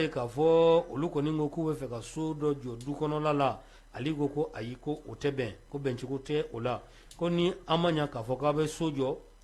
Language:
Bambara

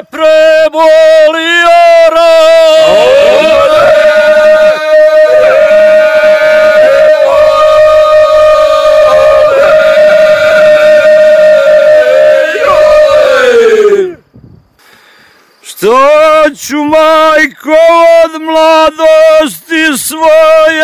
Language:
Serbian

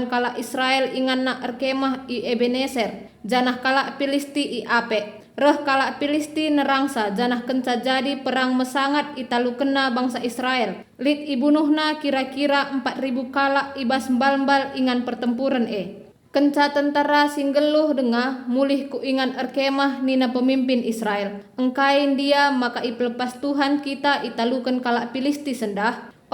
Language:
Batak Karo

